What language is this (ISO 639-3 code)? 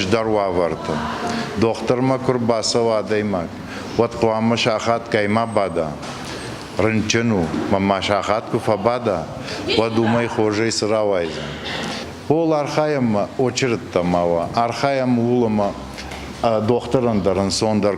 oss